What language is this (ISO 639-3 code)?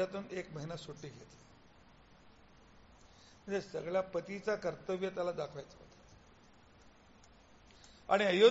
mar